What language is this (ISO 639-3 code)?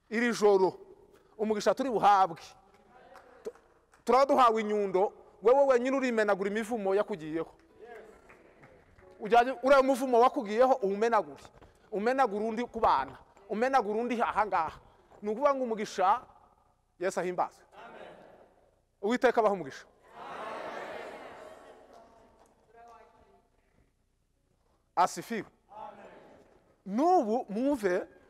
kin